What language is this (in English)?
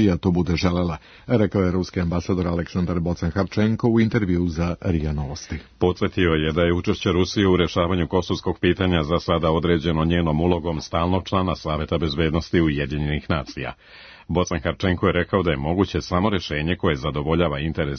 Serbian